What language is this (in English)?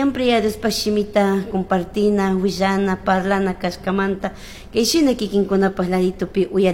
Chimborazo Highland Quichua